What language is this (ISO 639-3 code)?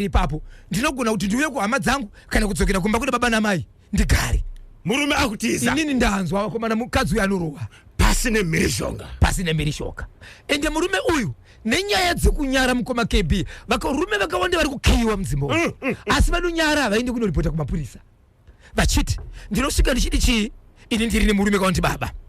sna